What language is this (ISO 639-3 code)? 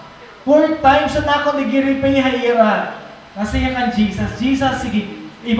war